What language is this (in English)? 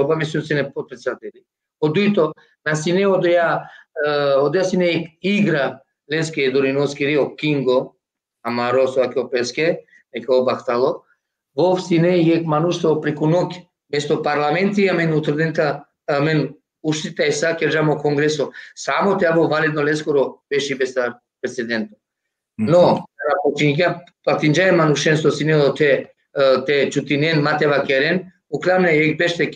Balkan Romani